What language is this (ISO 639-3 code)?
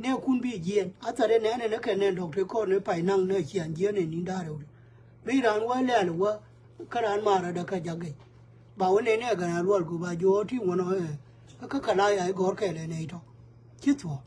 nus